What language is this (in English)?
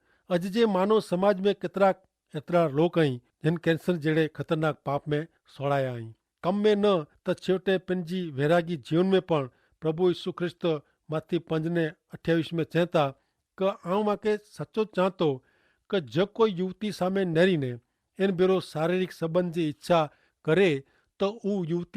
Kachhi